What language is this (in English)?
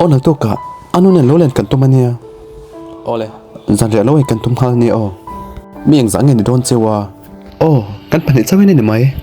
Mizo